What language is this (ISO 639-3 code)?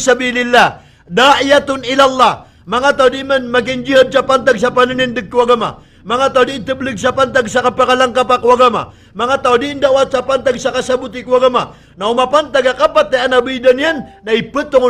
mrw